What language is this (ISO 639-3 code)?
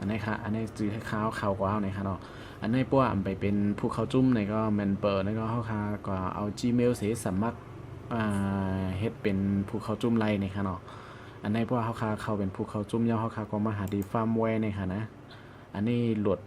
shn